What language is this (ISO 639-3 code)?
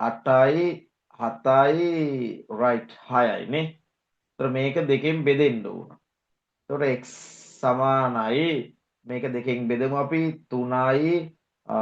sin